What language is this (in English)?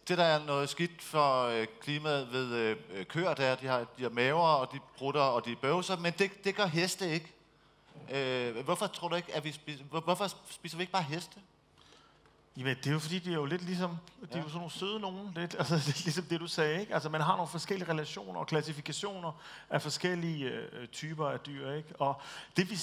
Danish